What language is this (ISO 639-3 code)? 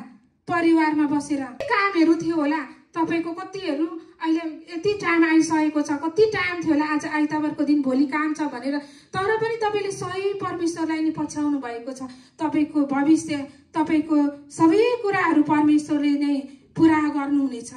nep